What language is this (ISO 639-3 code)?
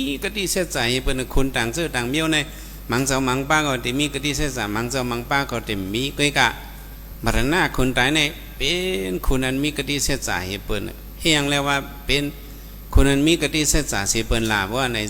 shn